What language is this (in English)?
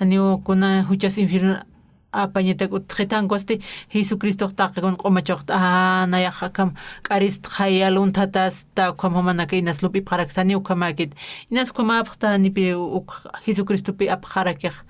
Aymara